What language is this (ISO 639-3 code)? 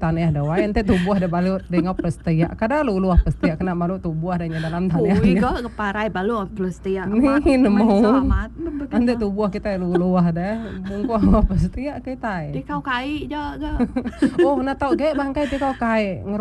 iba